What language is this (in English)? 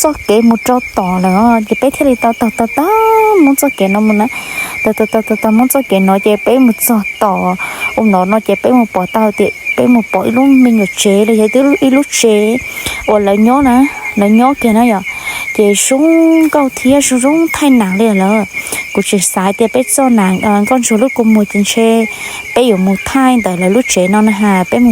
Hmong